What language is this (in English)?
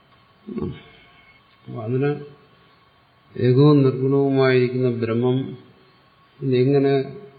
Malayalam